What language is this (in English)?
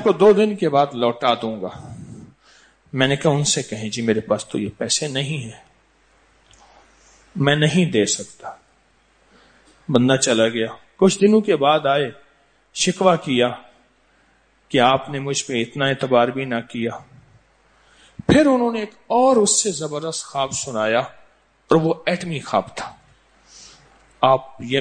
Urdu